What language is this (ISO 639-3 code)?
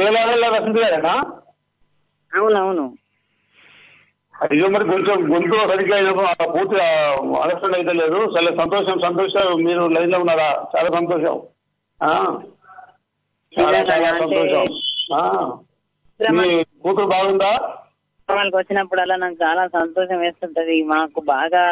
tel